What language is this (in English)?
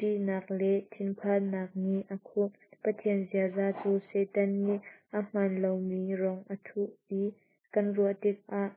Hakha Chin